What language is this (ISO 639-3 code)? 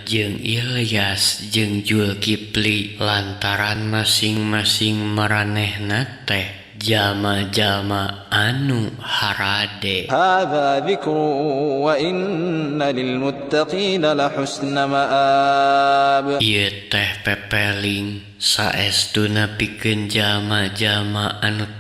sun